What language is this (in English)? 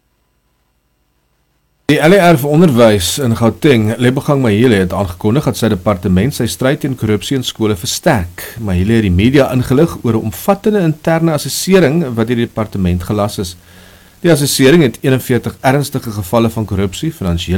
Afrikaans